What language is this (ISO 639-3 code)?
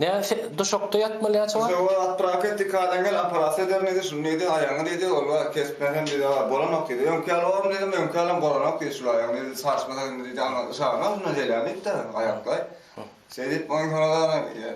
tuk